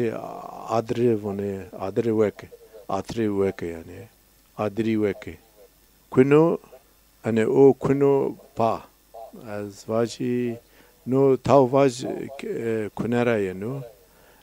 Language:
Zaza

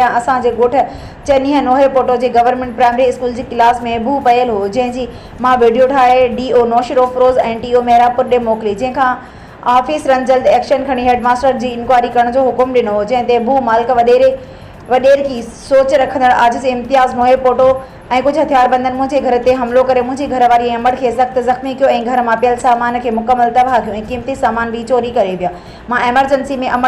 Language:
Sindhi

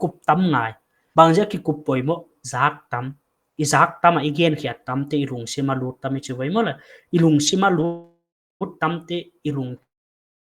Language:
Paite Chin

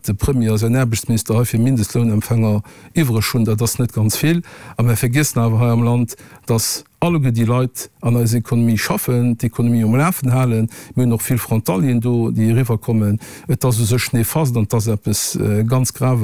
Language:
Luxembourgish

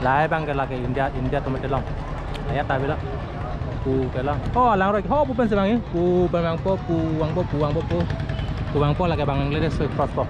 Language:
Karbi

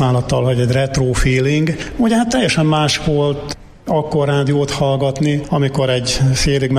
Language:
Hungarian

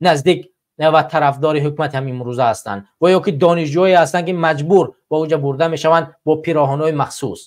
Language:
Tajik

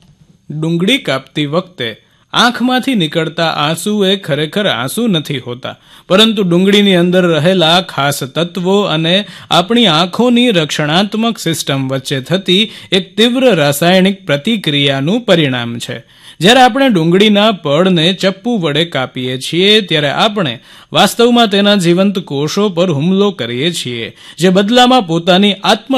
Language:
Gujarati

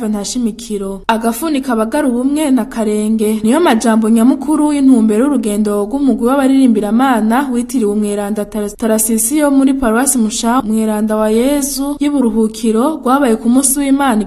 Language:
Rundi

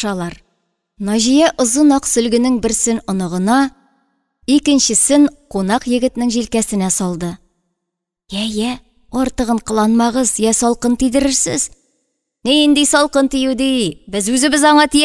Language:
Tatar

